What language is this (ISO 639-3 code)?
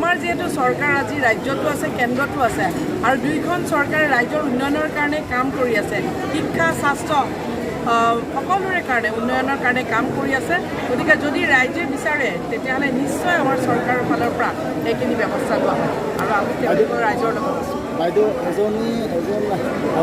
asm